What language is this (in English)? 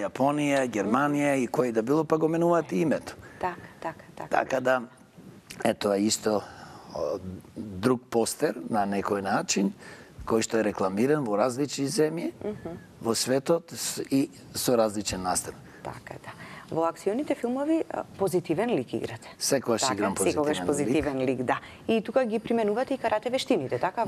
Macedonian